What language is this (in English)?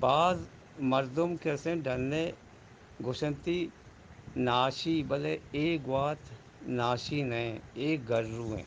Eastern Balochi